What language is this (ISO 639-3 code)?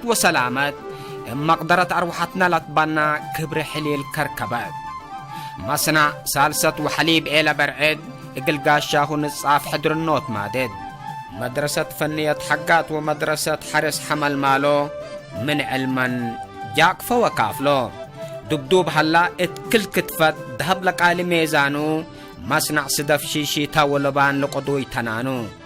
tig